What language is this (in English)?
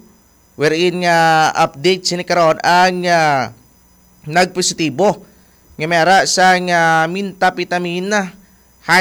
Hiligaynon